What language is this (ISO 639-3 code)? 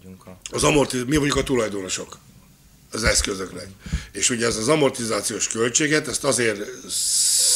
hun